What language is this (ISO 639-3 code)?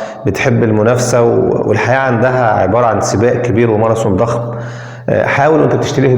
arz